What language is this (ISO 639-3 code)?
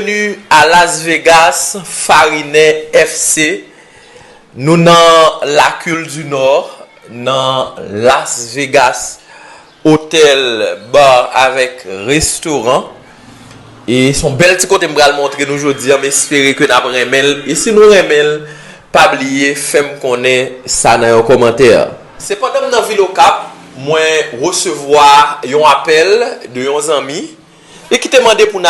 hat